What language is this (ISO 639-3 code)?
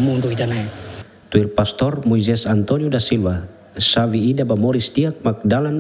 tet